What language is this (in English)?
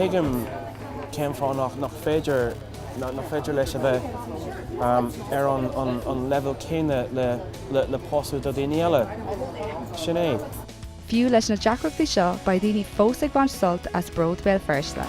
Irish